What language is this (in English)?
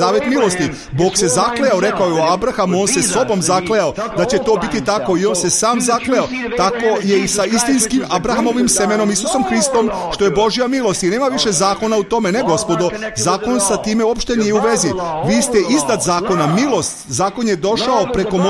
Serbian